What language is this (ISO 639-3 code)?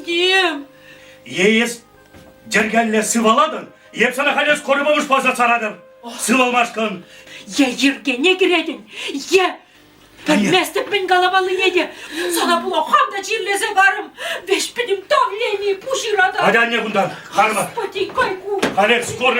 chv